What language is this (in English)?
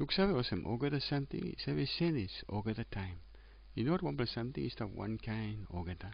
Tok Pisin